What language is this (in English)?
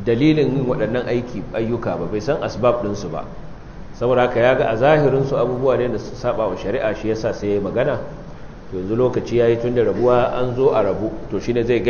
Hausa